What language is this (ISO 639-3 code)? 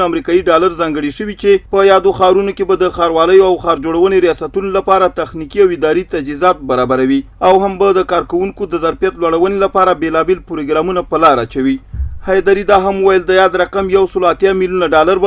pus